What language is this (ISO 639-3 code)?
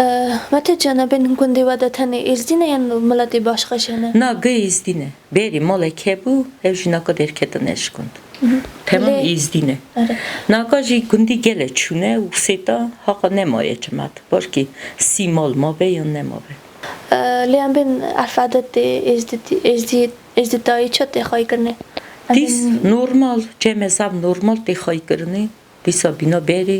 kur